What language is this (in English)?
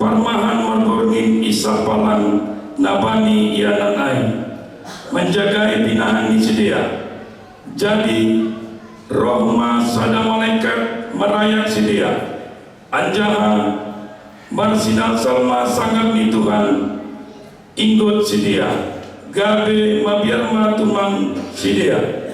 Batak Simalungun